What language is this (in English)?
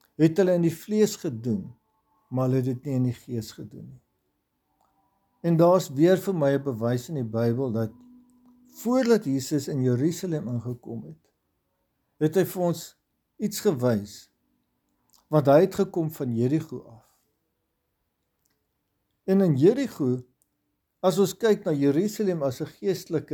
Afrikaans